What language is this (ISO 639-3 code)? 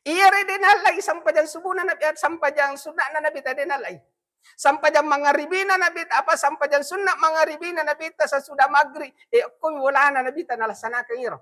bug